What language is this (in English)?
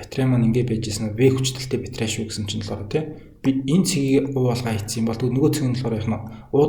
Mongolian